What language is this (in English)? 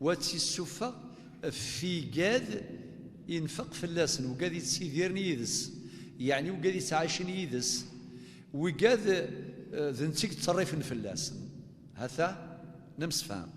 Kabyle